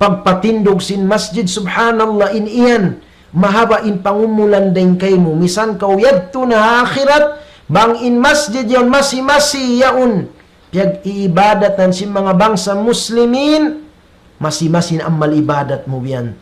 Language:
Tausug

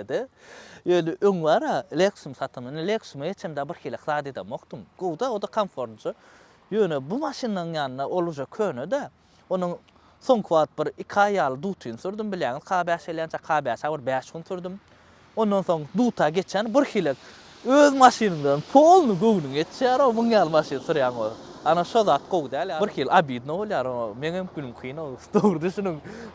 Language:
Turkmen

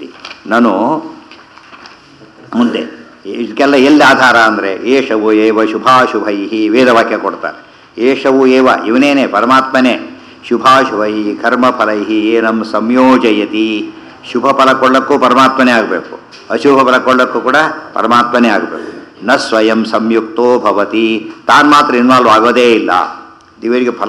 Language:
Kannada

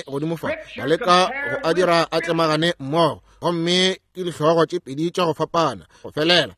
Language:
Northern Sotho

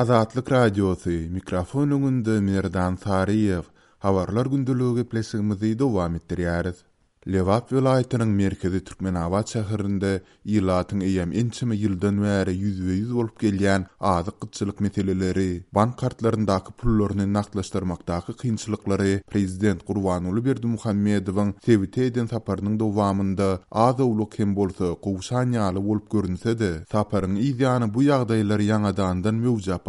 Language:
Turkmen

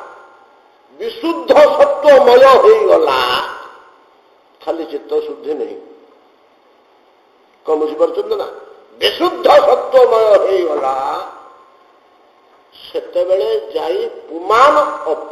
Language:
Odia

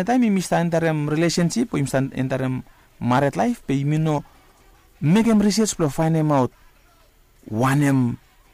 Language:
Bislama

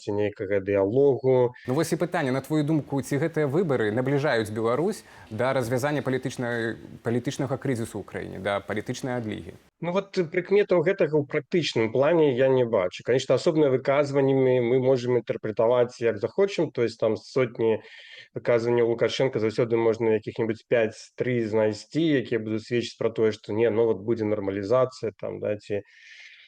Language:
Belarusian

